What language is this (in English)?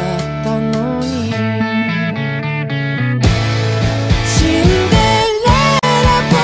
Japanese